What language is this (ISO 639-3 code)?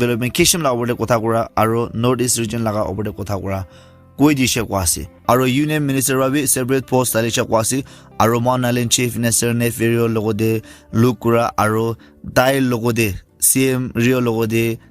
nag